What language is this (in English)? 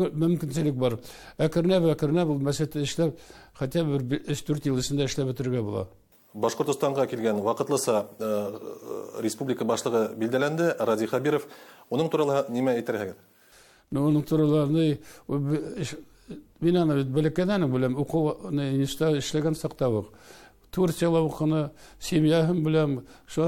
Bashkir